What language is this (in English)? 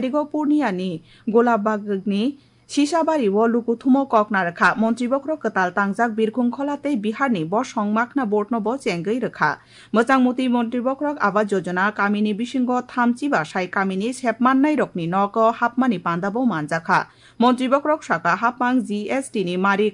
Kok Borok